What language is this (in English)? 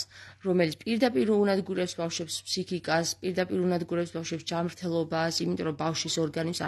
Georgian